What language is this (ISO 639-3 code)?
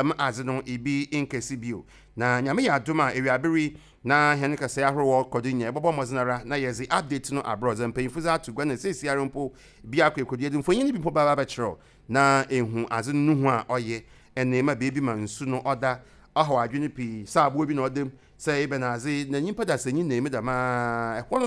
aka